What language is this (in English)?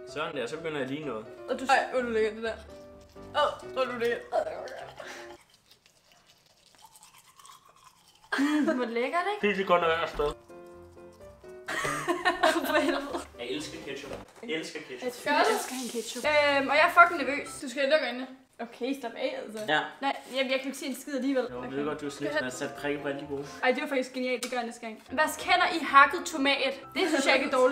Danish